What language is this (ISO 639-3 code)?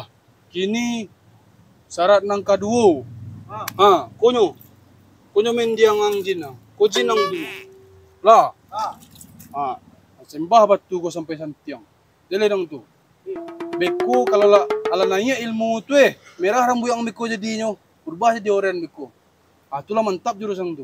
min